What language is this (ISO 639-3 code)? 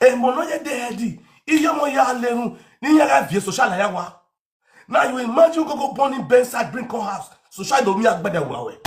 pcm